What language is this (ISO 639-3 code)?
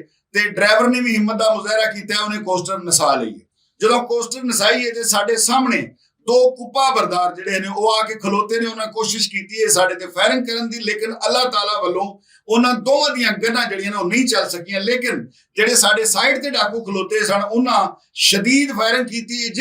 lah